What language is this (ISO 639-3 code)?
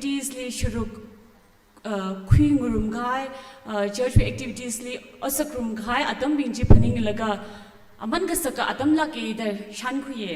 nmf